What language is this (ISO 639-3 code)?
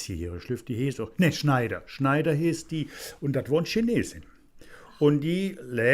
ksh